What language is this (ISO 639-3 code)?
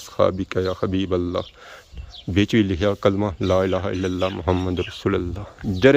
phr